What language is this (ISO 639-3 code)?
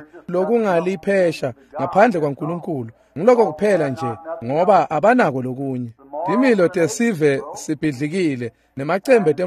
ssw